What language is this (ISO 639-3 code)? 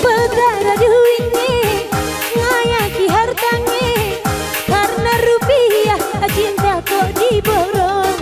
btx